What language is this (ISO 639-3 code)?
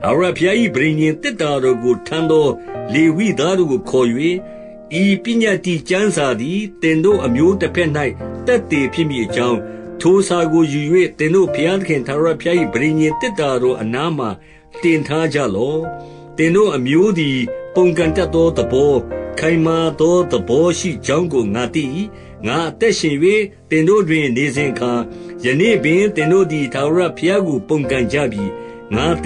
mya